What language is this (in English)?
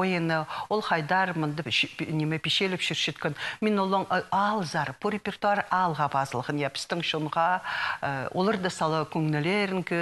Khakas